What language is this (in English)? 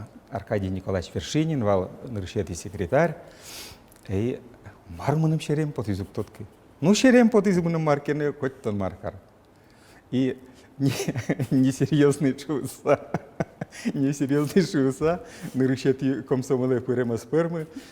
Udmurt